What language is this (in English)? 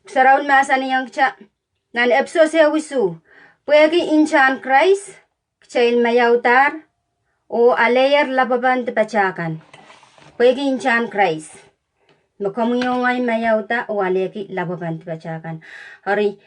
Pohnpeian